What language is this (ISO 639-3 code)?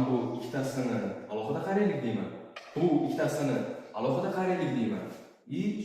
uzb